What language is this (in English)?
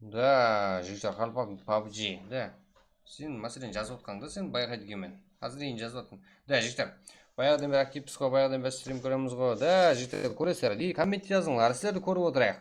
Kara-Kalpak